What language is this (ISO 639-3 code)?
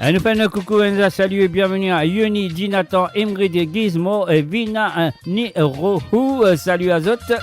mfe